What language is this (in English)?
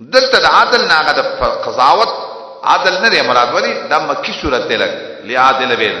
Pashto